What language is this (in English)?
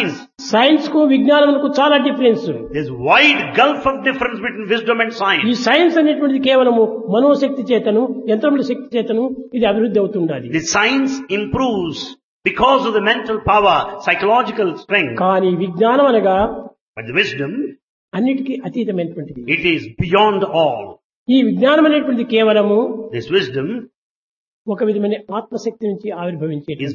Telugu